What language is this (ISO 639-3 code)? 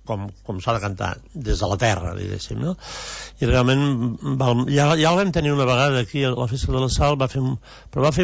cat